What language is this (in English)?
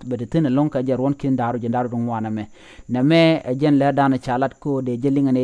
Nuer